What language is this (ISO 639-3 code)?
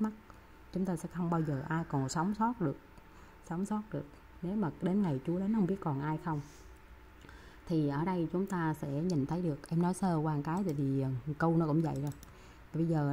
vie